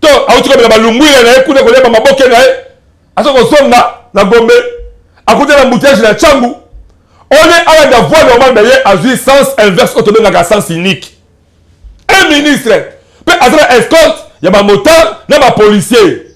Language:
Lingala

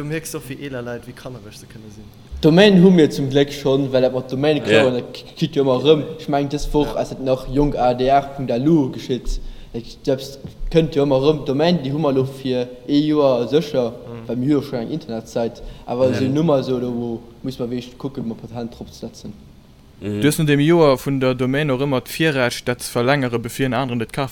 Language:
Luxembourgish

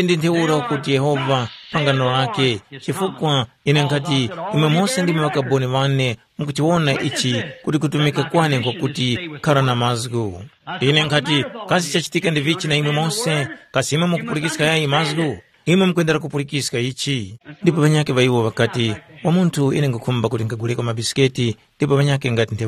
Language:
Tumbuka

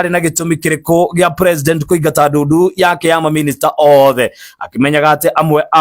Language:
Kikuyu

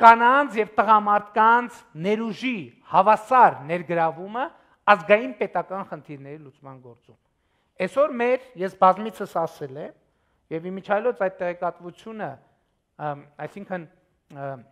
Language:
Armenian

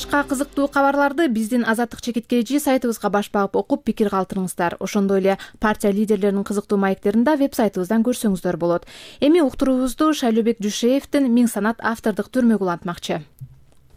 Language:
Kyrgyz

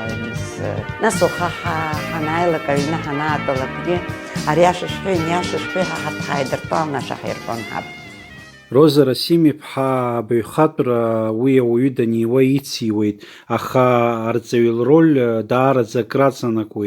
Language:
Abkhazian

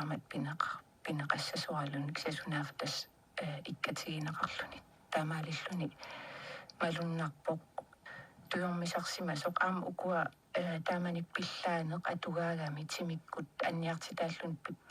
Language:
Kalaallisut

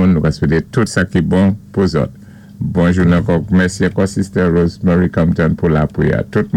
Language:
Saint Lucian Creole French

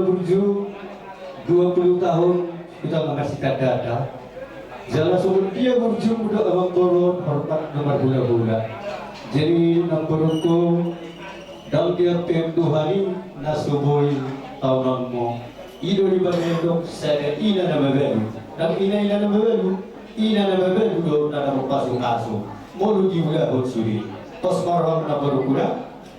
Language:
Batak Toba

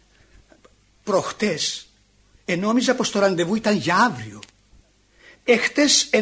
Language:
Greek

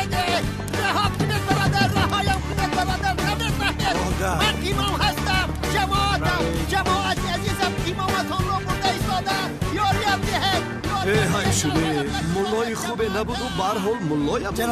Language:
Tajik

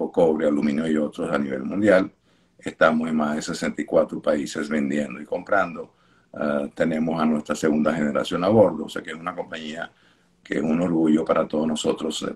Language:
Spanish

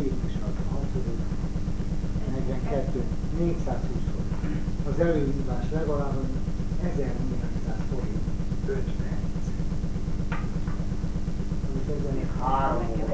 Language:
Hungarian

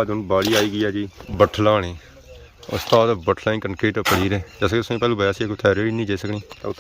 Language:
Pahari-Potwari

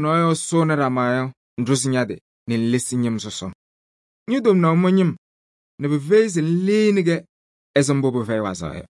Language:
Kabiyè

